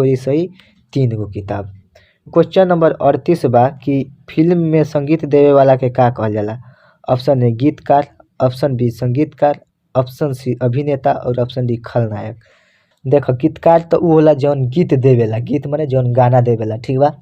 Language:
Bhojpuri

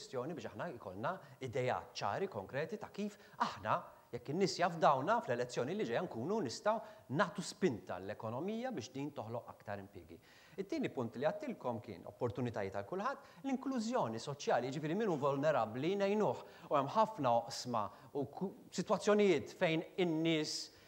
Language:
Maltese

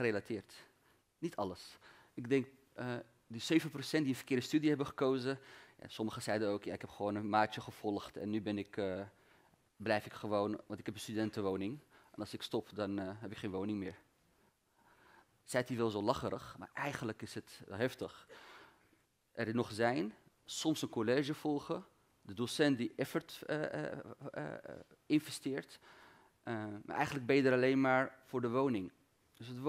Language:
Dutch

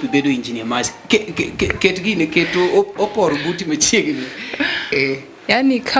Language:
Luo (Kenya and Tanzania)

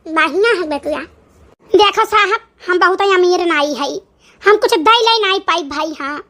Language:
Awadhi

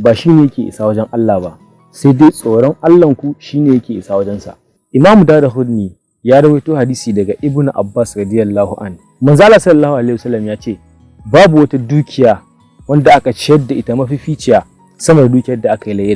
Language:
Hausa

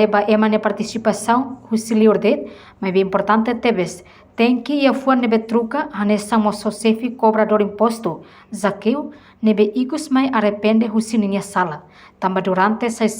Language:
Tetum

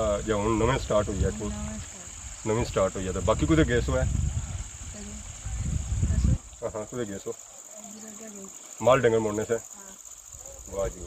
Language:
Pahari-Potwari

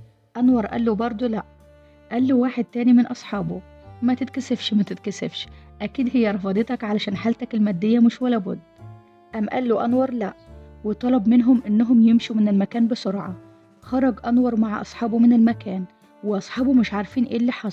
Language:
Egyptian Arabic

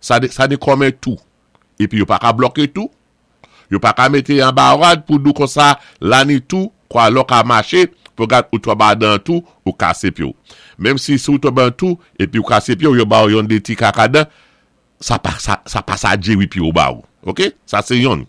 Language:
Saint Lucian Creole French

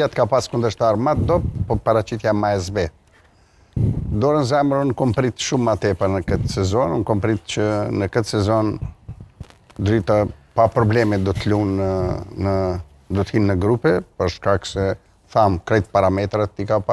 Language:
Albanian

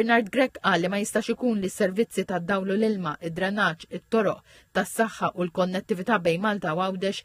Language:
Maltese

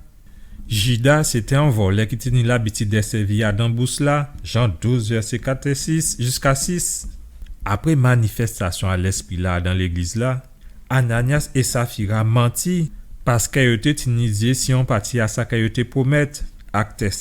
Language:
Guadeloupean Creole French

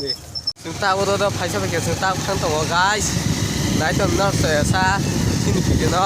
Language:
Kok Borok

